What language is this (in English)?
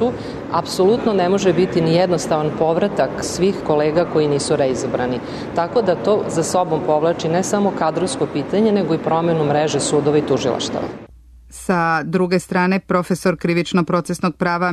Serbian